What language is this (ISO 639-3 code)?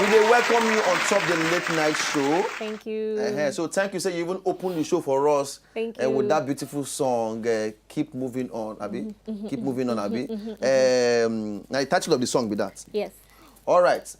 pcm